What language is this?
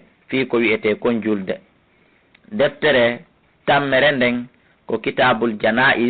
Fula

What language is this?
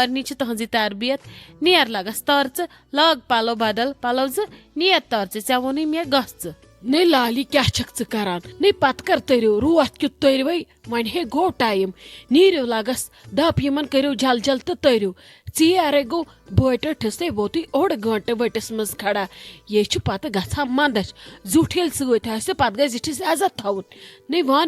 Kashmiri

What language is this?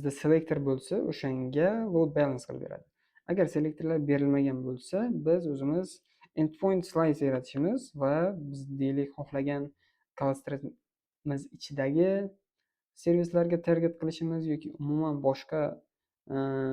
Uzbek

